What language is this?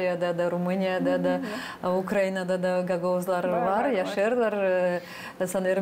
Gagauz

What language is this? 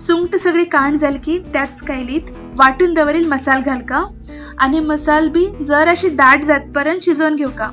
Konkani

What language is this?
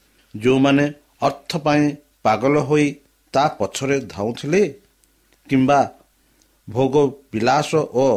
Odia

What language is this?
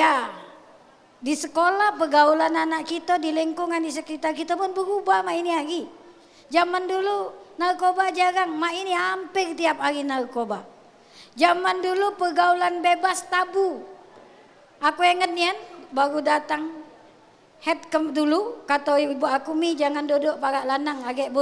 Musi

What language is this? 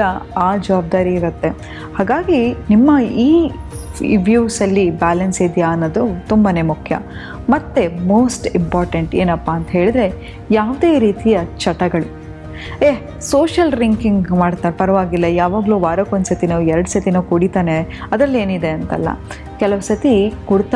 Kannada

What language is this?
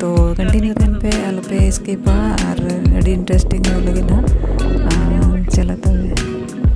Santali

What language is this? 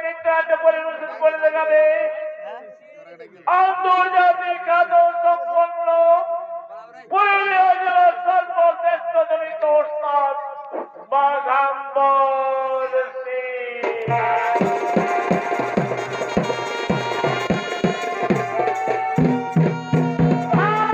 Bangla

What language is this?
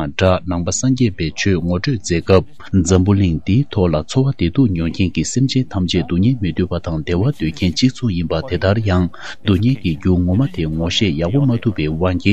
Tibetan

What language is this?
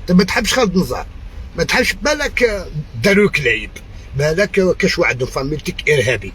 Algerian Arabic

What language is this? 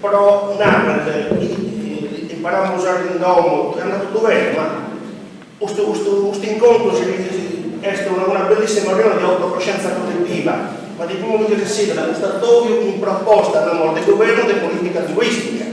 Sardinian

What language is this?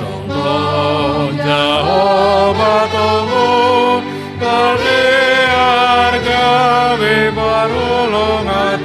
Batak Simalungun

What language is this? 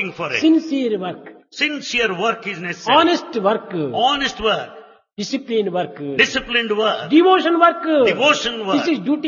Telugu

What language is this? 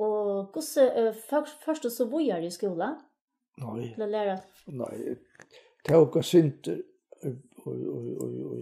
Faroese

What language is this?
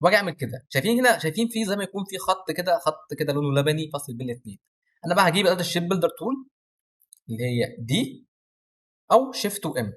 Egyptian Arabic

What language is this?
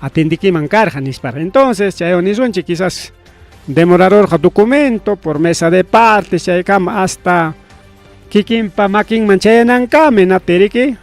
Ayacucho Quechua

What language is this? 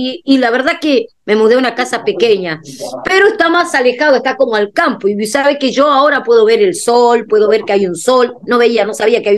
Spanish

